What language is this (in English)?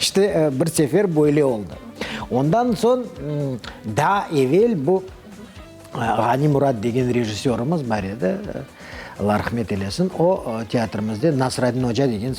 Crimean Tatar